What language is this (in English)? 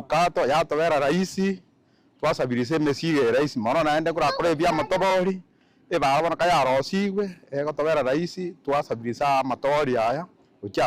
Gusii